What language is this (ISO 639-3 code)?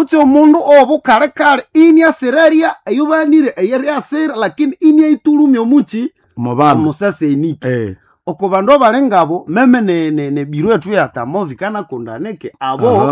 nnb